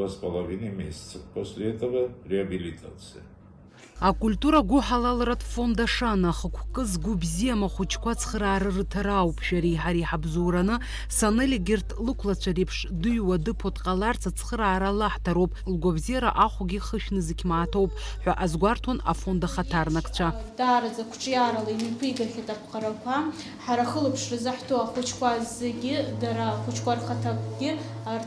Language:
Abkhazian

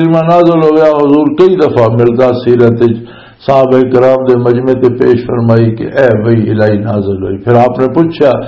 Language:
Western Panjabi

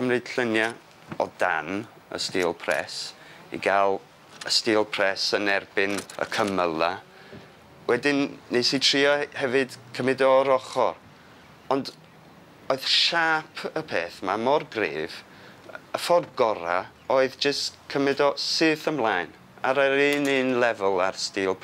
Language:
Welsh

